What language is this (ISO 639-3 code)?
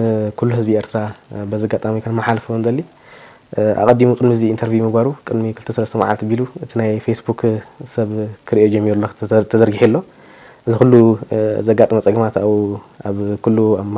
tir